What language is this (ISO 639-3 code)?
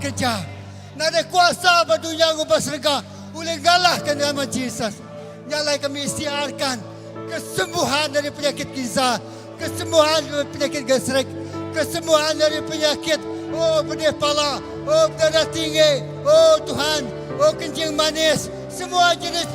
iba